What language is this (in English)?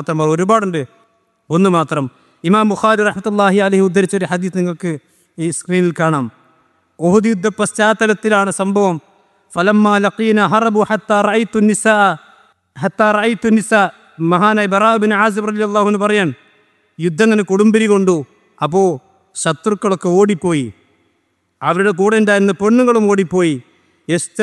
Malayalam